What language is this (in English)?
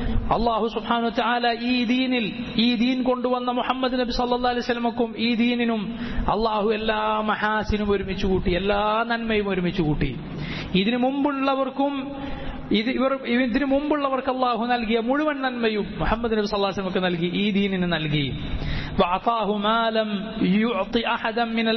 Malayalam